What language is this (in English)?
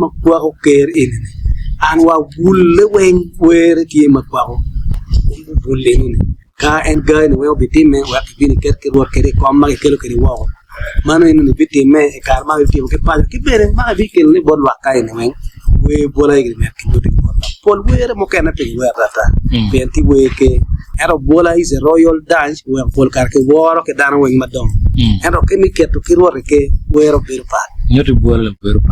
Acoli